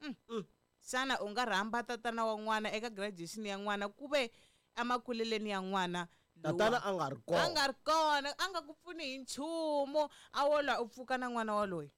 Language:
Tsonga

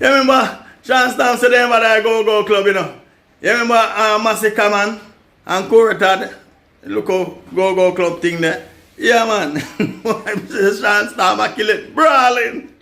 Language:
Jamaican Creole English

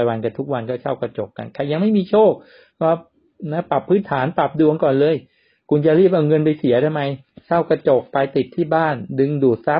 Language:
Thai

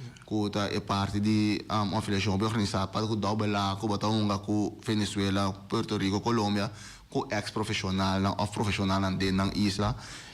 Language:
Papiamento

